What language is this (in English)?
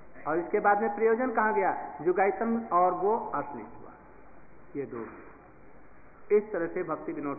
Hindi